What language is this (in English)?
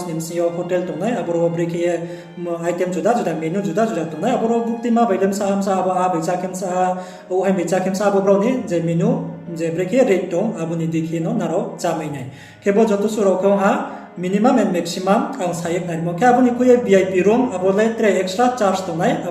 Riang (India)